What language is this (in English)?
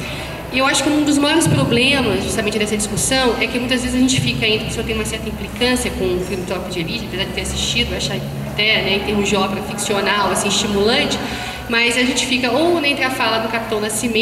Portuguese